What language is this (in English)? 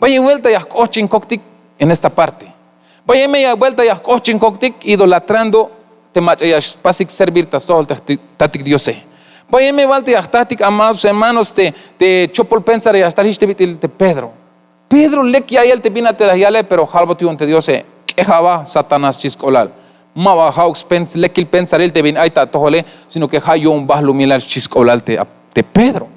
Tzeltal